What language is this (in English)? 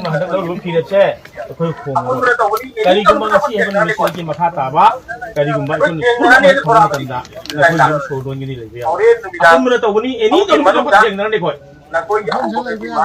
Manipuri